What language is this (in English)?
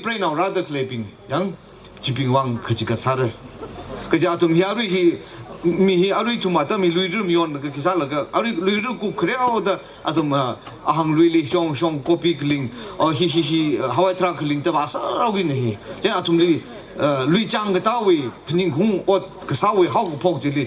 Tangkhul Naga (India)